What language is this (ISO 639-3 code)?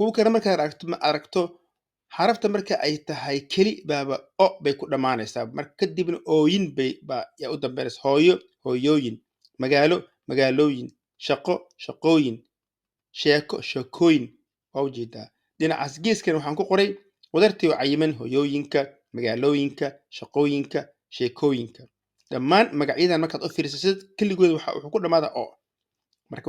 som